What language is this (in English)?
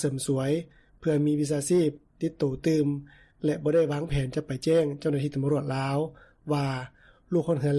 Lao